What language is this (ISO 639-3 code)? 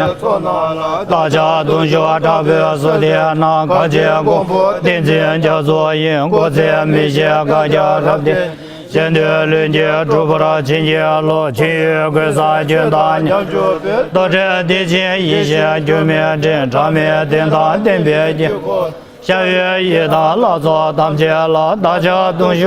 bod